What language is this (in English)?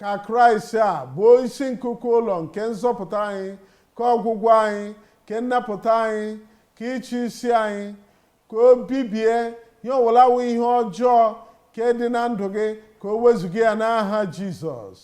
Igbo